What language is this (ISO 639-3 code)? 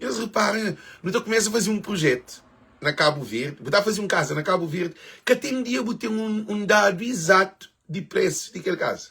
kea